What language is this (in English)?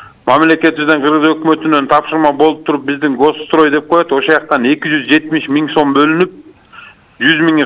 Kyrgyz